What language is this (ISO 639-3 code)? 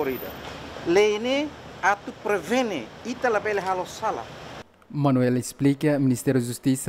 tet